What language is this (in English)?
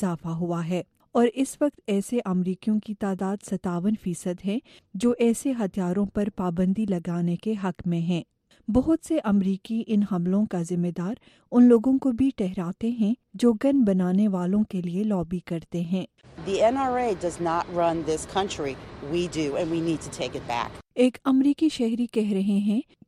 Urdu